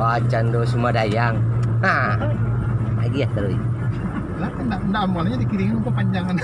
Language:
Minangkabau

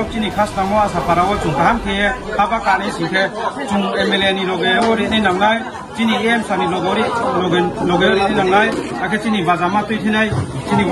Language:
Riang (India)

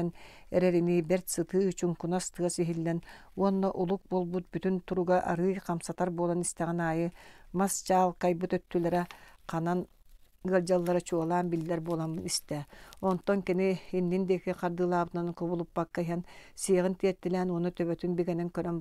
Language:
Yakut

